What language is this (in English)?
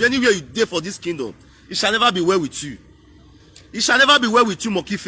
Nigerian Pidgin